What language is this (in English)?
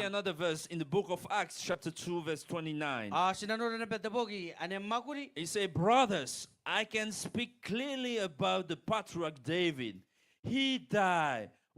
Gilbertese